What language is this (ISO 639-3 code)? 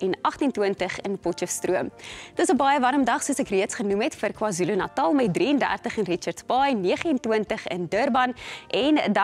afr